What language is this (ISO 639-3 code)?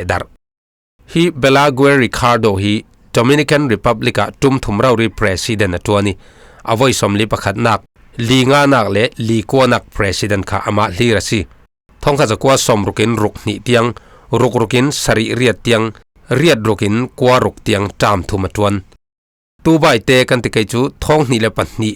cfm